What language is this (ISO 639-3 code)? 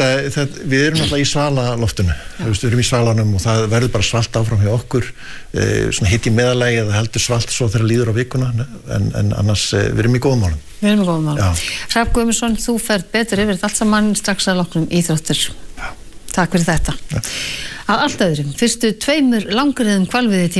isl